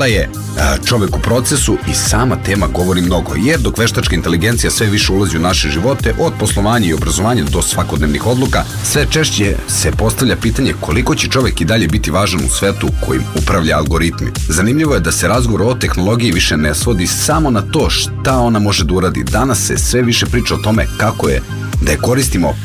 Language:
Serbian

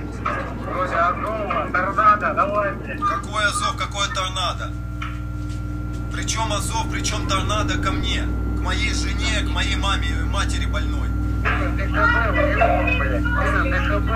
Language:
Russian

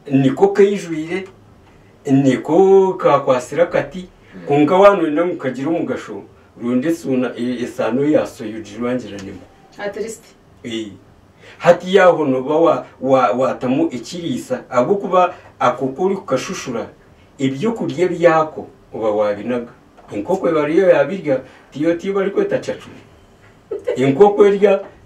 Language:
Nyankole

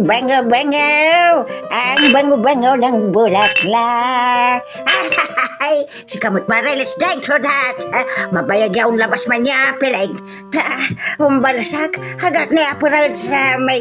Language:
Pangasinan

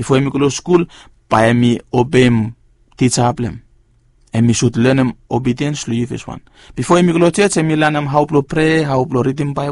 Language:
Bislama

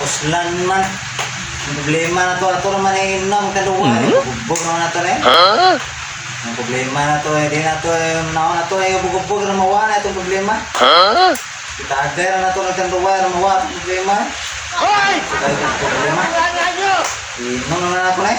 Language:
Cebuano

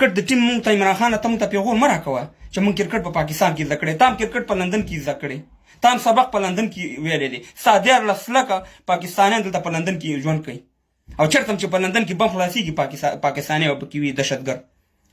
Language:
Pashto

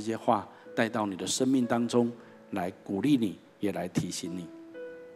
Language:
Chinese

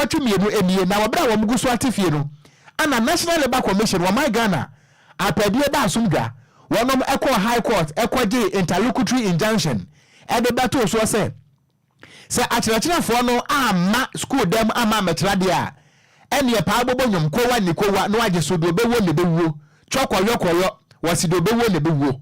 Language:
Akan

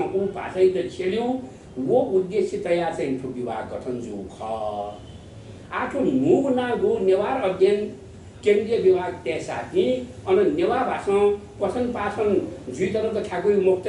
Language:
Newari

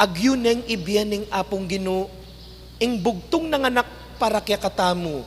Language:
Pampanga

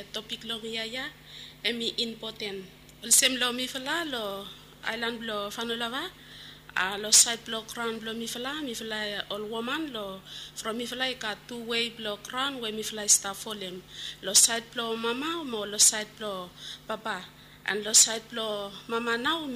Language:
Bislama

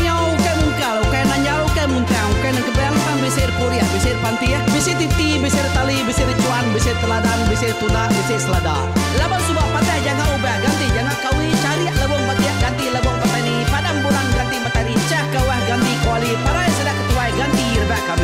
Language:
Iban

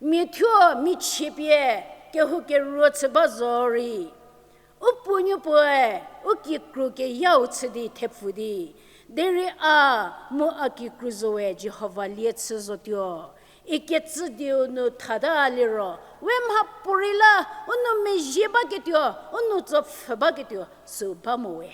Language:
Angami Naga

